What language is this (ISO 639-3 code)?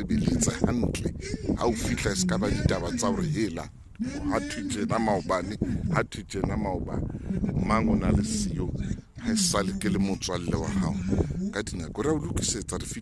sot